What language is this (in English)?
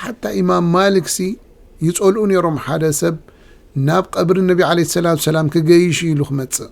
Tigrinya